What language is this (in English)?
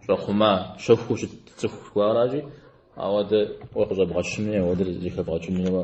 Kabardian